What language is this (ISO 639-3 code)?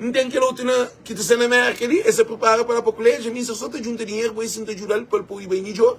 kea